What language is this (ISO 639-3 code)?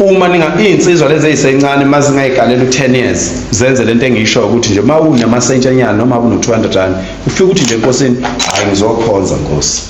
zul